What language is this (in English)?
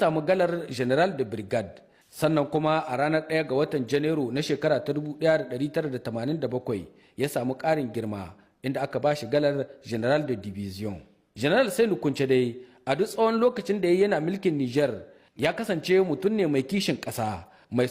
Hausa